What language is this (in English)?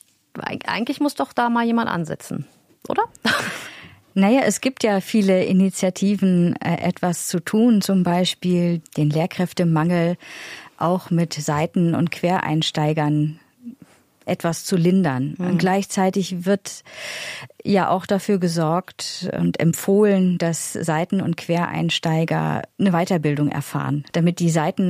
German